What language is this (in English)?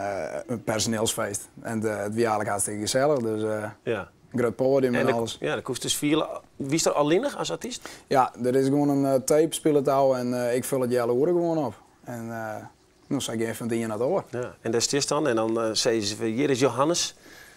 Western Frisian